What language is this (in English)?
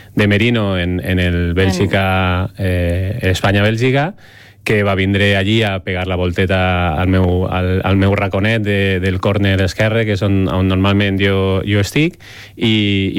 Catalan